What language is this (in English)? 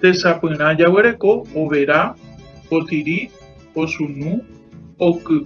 Guarani